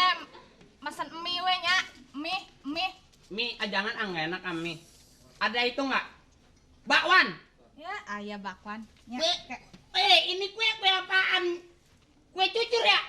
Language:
Betawi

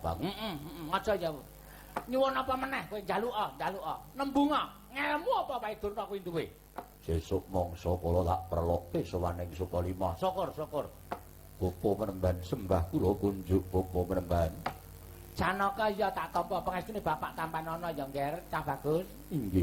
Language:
Javanese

